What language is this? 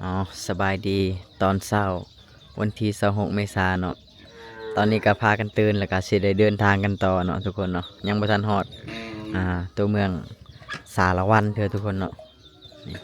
Lao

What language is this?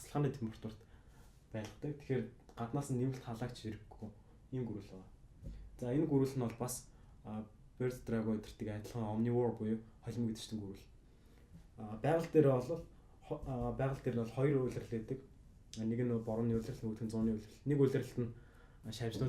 Mongolian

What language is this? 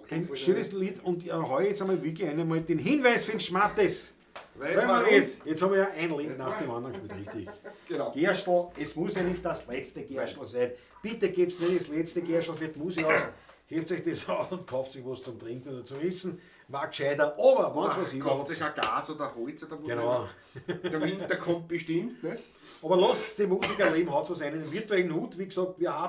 Bavarian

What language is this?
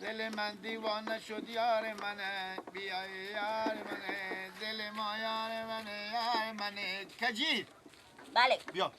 Persian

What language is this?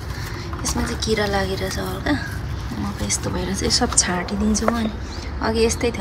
Nepali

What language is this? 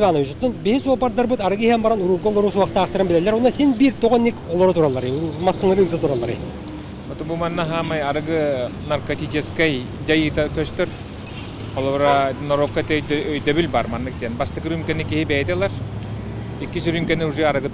Yakut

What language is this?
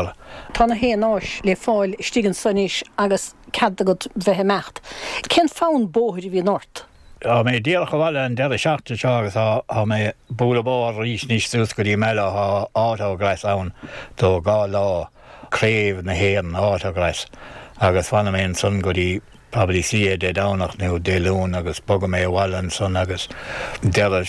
Irish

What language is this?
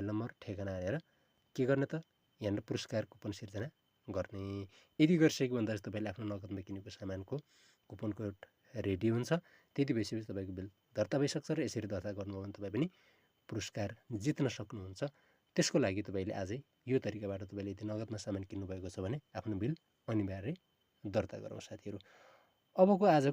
Nepali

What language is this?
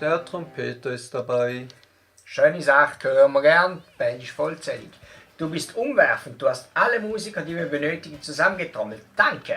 Swiss German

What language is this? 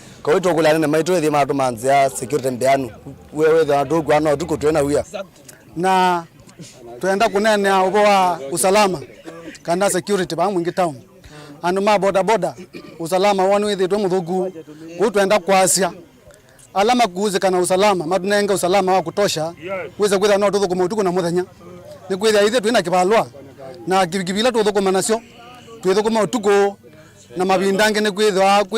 Kamba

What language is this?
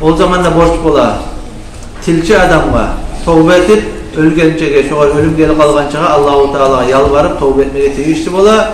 Kumyk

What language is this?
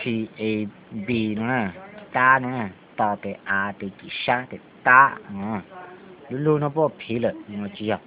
Hmong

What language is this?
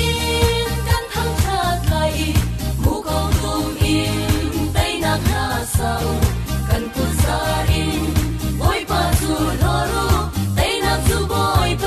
Falam Chin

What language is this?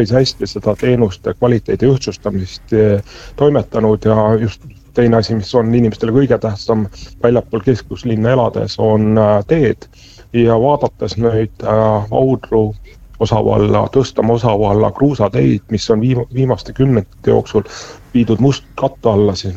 Estonian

